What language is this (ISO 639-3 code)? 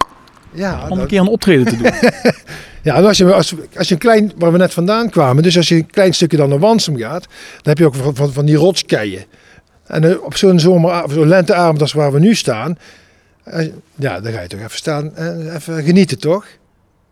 nld